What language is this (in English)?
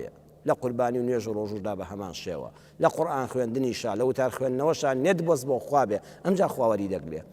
Central Kurdish